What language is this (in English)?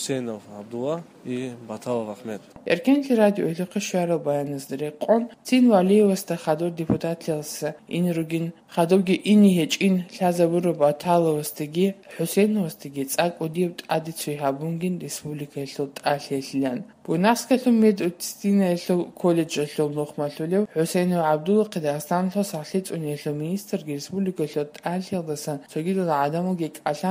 Avaric